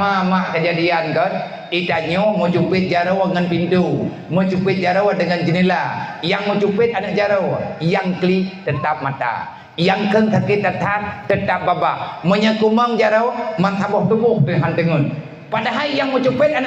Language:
Achinese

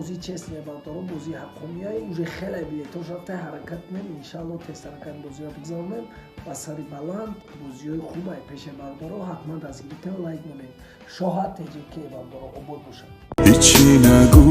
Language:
Tajik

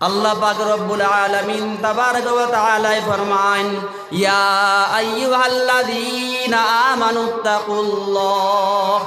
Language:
Sylheti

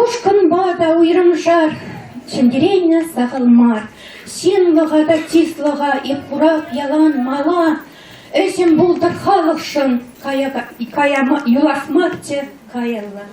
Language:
Chuvash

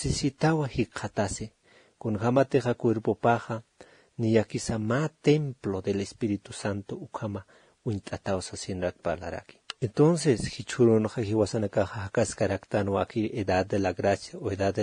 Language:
Aymara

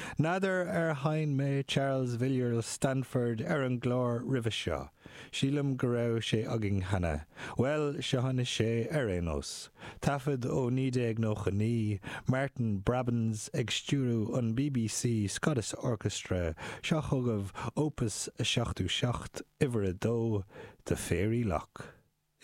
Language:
Irish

